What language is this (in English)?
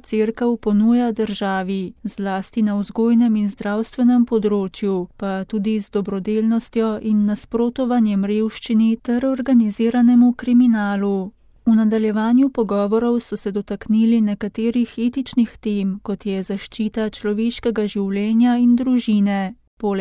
Slovenian